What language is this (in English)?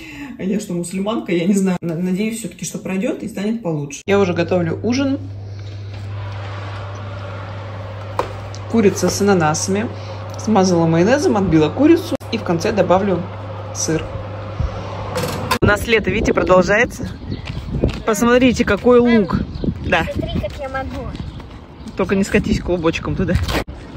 Russian